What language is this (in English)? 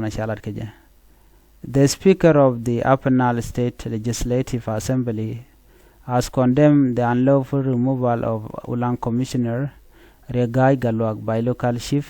Nuer